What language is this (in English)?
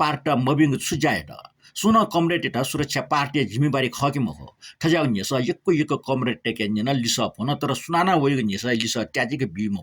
Newari